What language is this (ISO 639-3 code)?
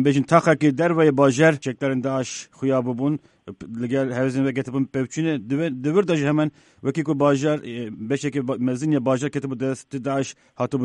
kur